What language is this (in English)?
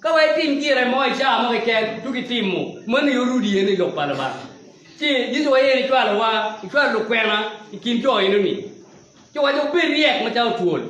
Acoli